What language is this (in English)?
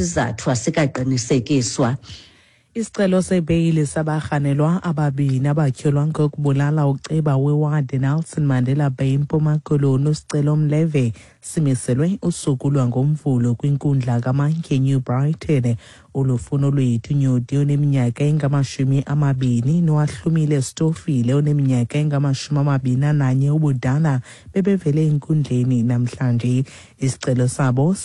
Xhosa